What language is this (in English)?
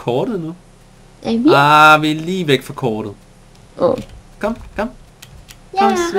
Danish